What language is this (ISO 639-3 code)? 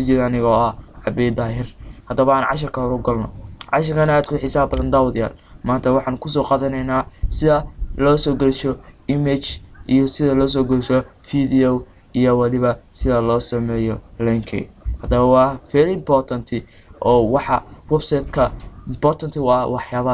som